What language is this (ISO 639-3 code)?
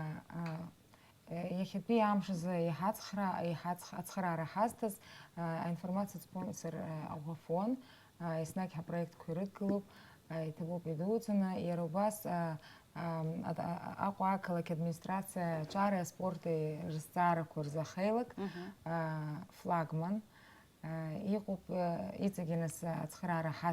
abk